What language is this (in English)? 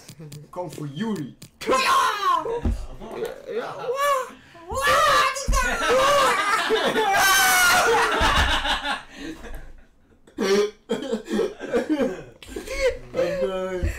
Dutch